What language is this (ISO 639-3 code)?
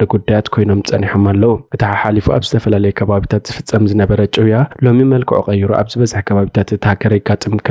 tir